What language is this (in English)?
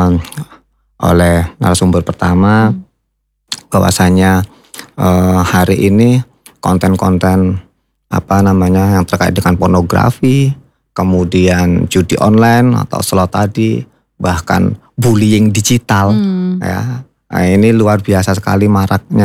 Indonesian